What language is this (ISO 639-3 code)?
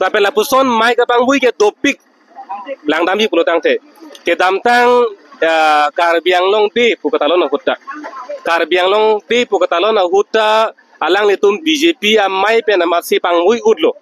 mjw